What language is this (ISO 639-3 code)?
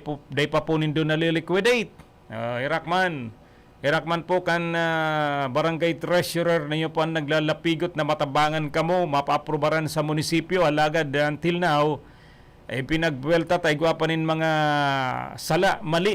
bik